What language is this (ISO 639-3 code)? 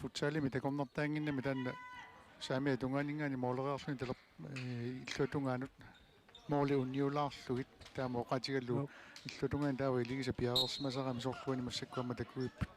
kal